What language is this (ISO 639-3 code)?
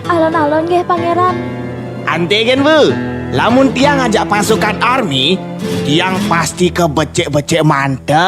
ban